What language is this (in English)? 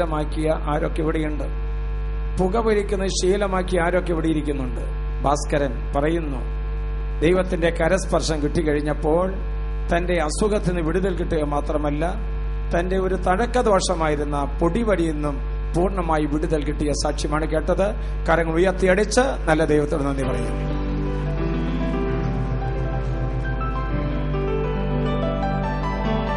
Malayalam